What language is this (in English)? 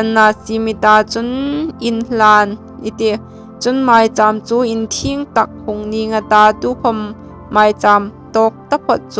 Hmar